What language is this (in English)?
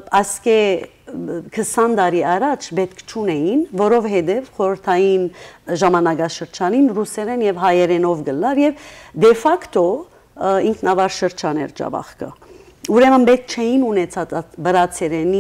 Western Armenian